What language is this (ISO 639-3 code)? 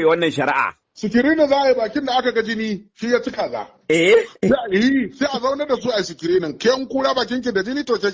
hau